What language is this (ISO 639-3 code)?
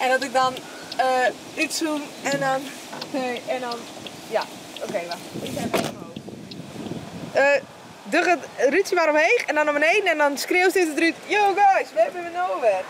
fry